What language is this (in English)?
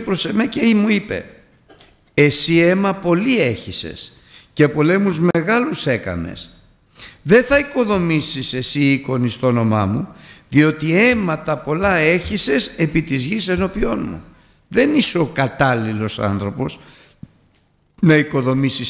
Greek